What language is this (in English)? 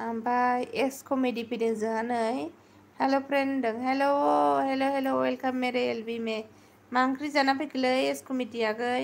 Bodo